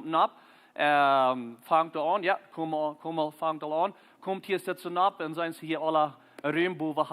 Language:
Plautdietsch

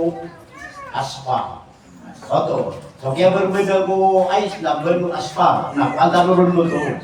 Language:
Maranao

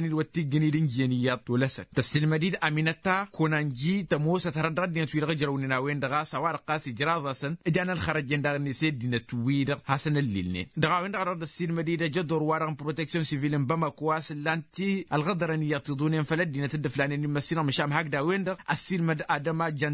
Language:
Tamasheq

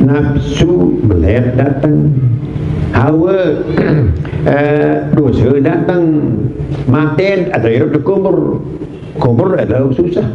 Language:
Sasak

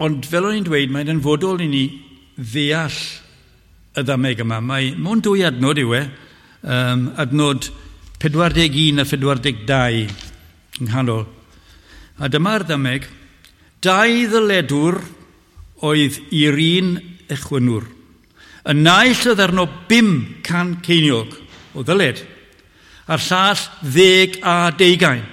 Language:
Welsh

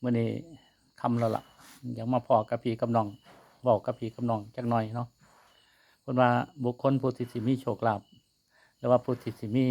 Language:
Lao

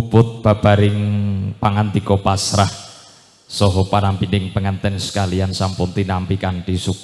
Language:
Javanese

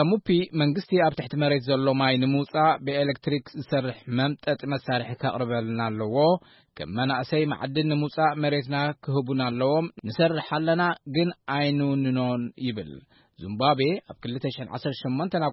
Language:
Tigrinya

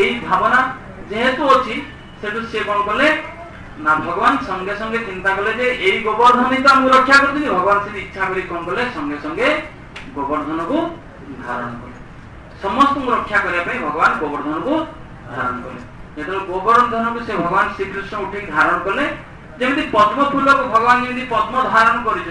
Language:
Odia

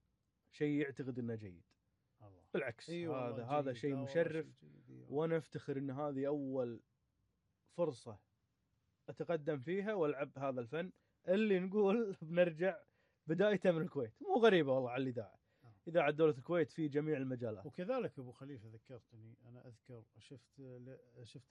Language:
Gulf Arabic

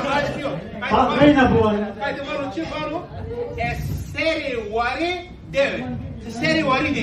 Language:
Zaza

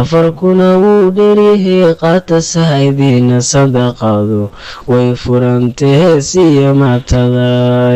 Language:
Somali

